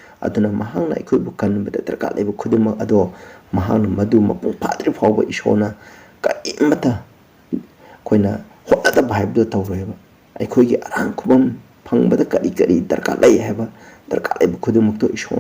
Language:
Manipuri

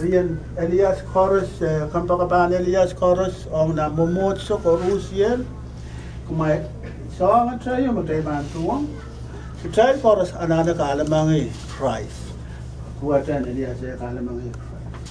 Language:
Pohnpeian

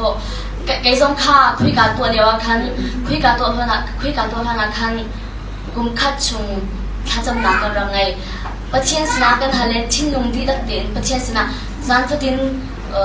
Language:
Hakha Chin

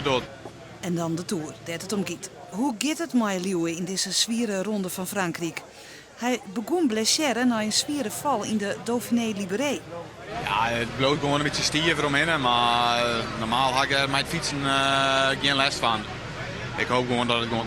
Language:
Western Frisian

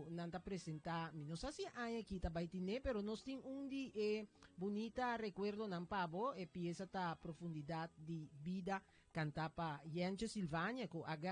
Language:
Papiamento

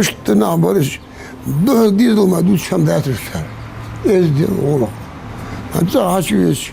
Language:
Ingush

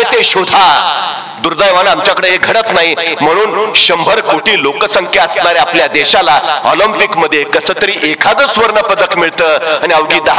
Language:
Marathi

